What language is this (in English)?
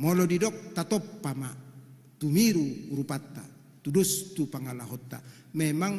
Batak Toba